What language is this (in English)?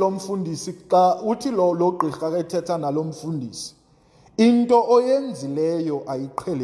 Xhosa